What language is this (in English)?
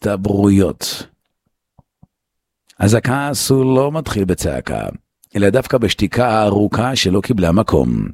Hebrew